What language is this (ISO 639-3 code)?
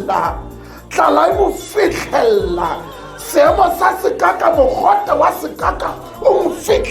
tsn